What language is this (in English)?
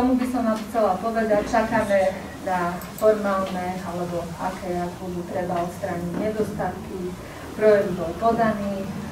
Slovak